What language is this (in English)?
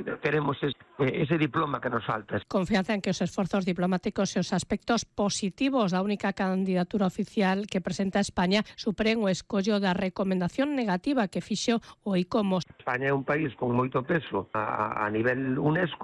Galician